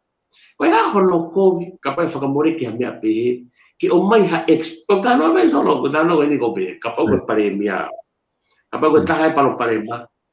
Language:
Tongan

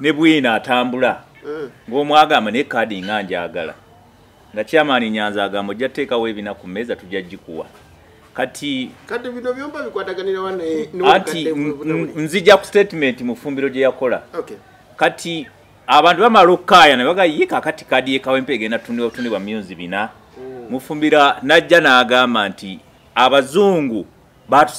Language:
Ganda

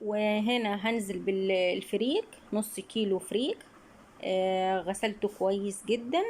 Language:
Egyptian Arabic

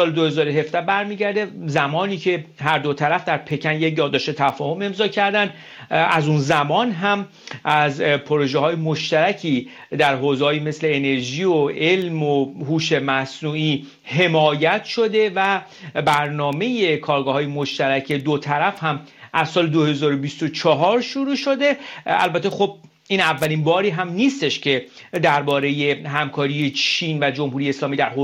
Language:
Persian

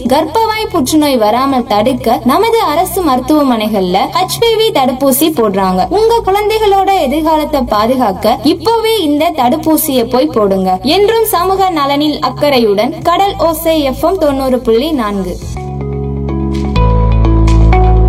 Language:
Tamil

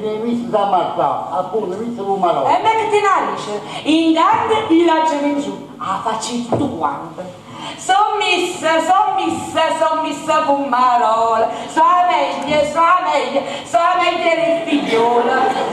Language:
Neapolitan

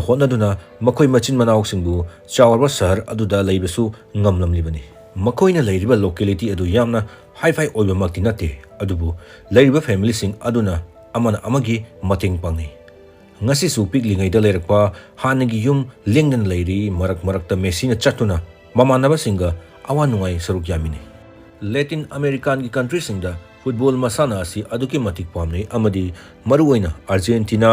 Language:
Manipuri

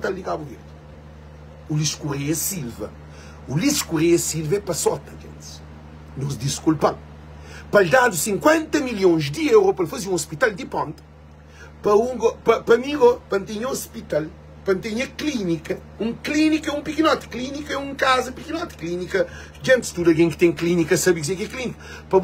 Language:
Kabuverdianu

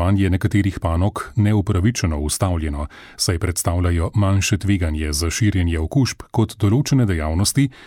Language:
Slovenian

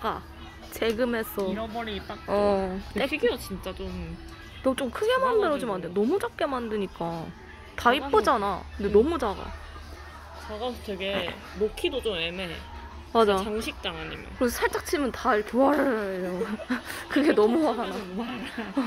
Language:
Korean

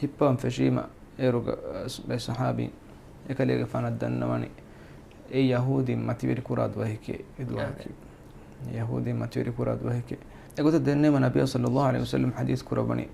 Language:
Divehi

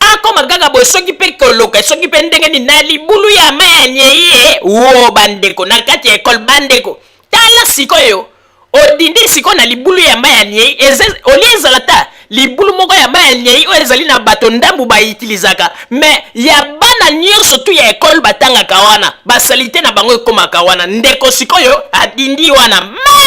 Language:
Lingala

